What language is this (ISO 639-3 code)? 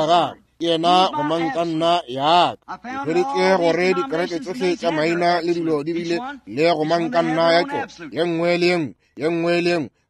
nso